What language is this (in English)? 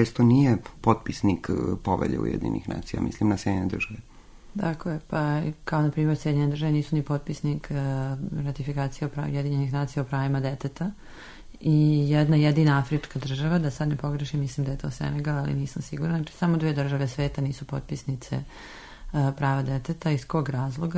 Serbian